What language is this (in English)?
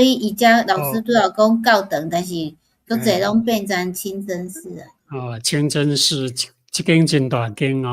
Min Nan Chinese